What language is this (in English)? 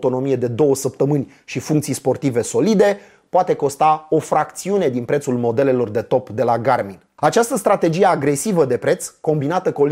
Romanian